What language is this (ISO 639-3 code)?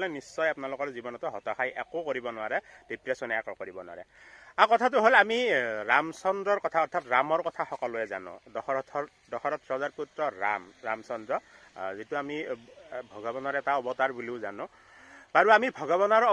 asm